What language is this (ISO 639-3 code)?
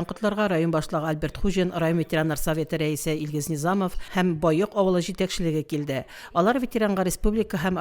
tat